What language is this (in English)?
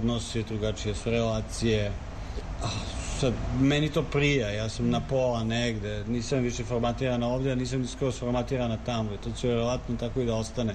Serbian